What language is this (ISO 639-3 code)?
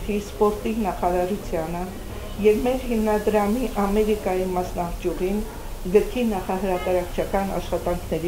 hyw